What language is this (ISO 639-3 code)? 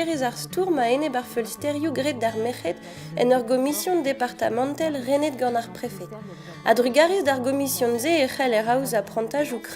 bre